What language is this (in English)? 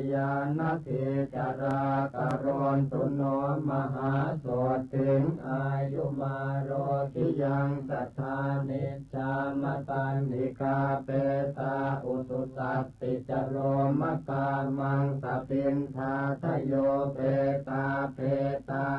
Pali